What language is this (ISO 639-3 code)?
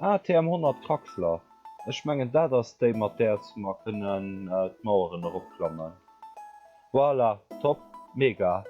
ltz